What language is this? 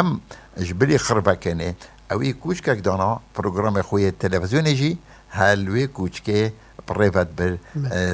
Kurdish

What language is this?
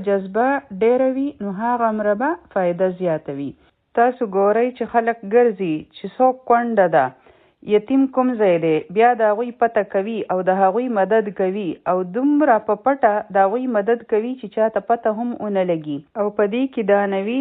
Pashto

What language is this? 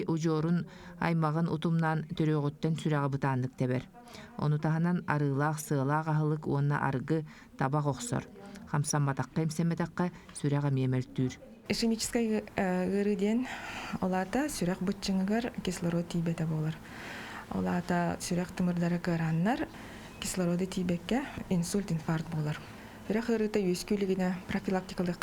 Yakut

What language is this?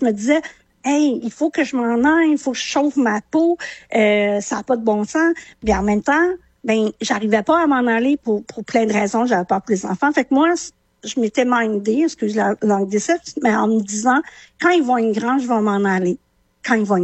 French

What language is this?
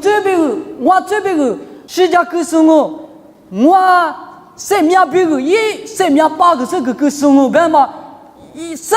Lisu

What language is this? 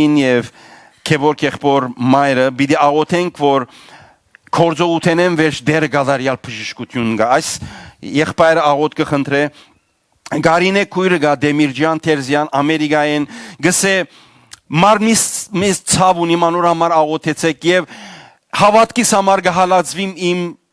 Western Armenian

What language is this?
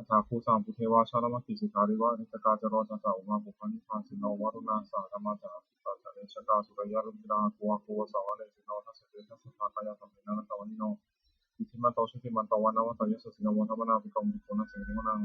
Pali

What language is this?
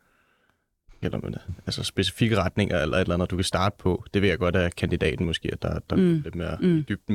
Danish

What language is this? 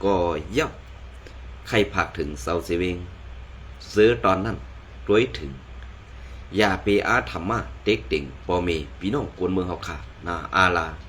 Shan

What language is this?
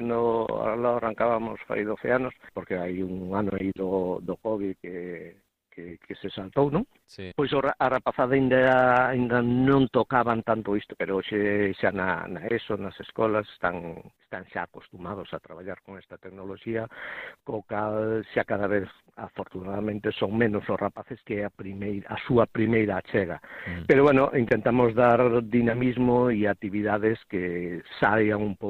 Galician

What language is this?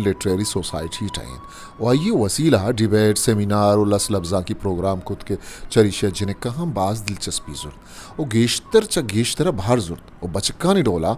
Eastern Balochi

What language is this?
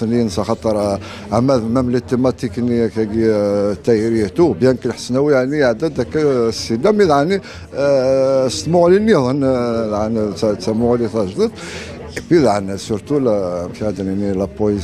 Kabyle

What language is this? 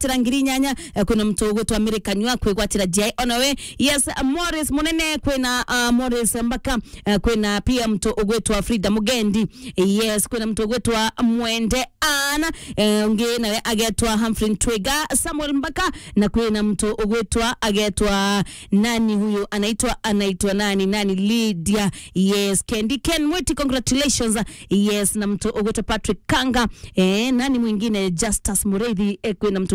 Meru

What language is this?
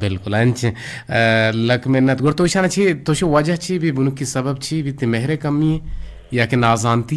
Eastern Balochi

